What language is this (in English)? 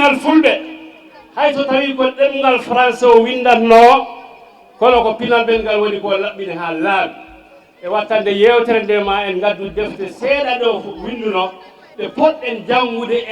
Fula